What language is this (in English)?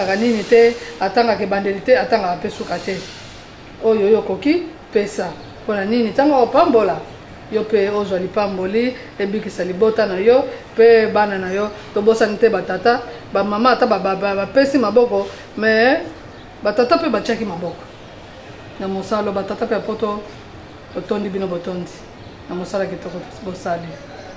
Lingala